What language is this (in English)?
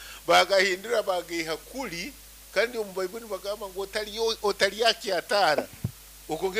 Nyankole